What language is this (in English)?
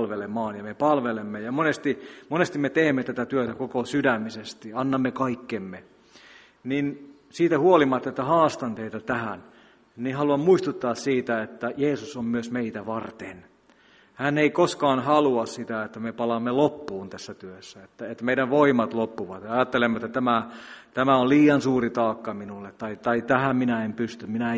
Finnish